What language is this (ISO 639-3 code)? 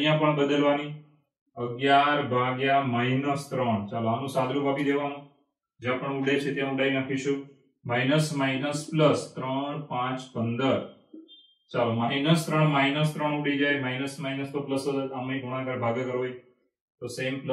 guj